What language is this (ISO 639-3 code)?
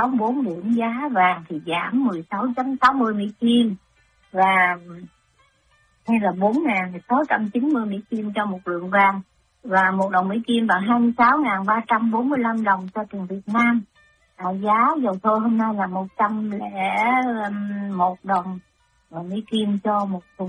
vie